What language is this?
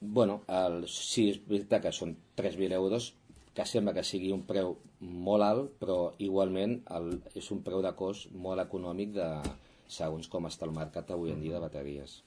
Catalan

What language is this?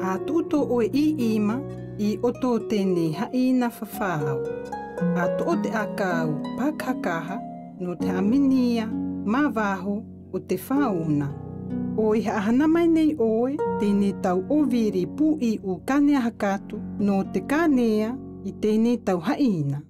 South Marquesan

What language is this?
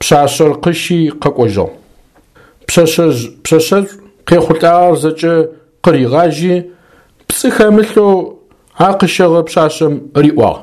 Adyghe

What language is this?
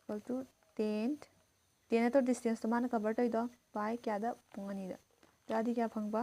Manipuri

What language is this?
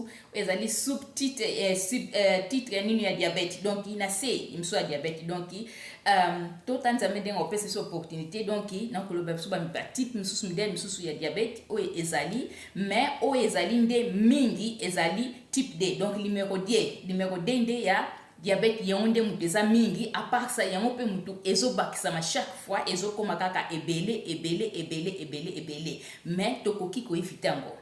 Lingala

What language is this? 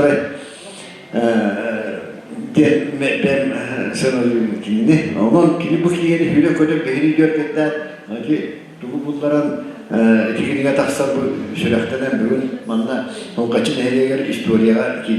Yakut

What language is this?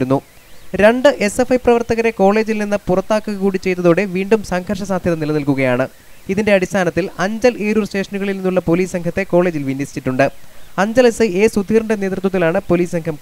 Malayalam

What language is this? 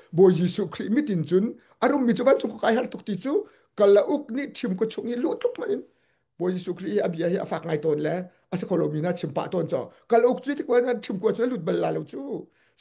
Hakha Chin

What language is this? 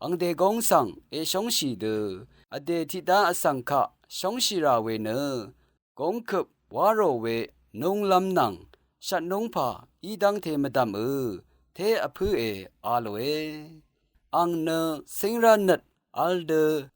Rawang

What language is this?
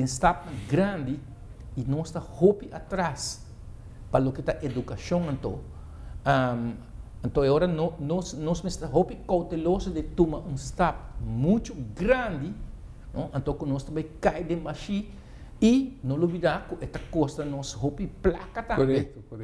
Papiamento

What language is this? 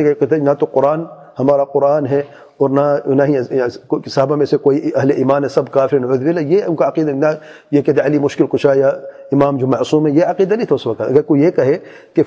Urdu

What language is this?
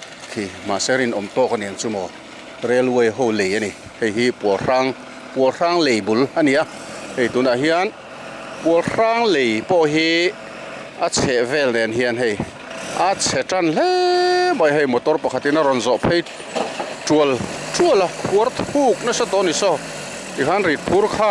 Mizo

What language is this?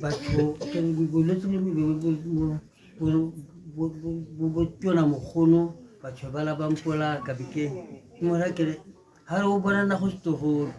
Tswana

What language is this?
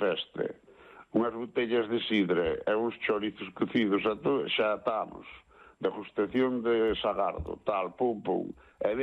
Galician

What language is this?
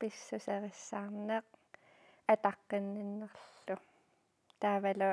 Kalaallisut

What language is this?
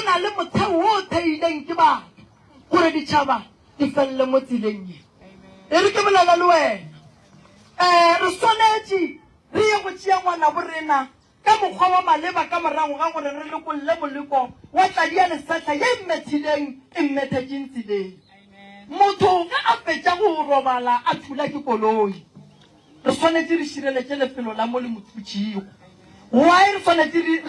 Northern Sotho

